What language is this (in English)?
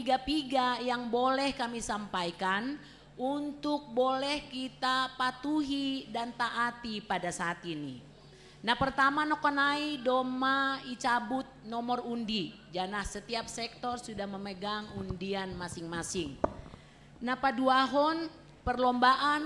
Batak Simalungun